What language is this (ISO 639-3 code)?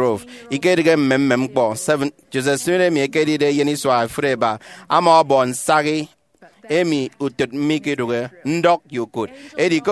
efi